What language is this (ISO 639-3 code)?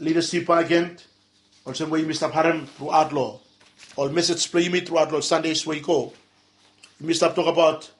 bis